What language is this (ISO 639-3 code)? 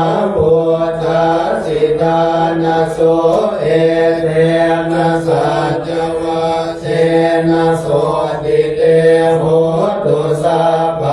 pli